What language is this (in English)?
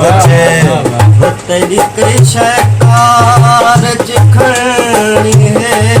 Saraiki